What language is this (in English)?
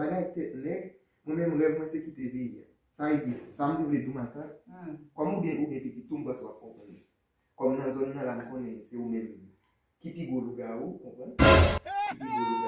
Haitian Creole